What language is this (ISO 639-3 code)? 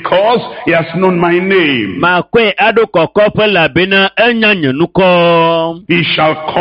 ewe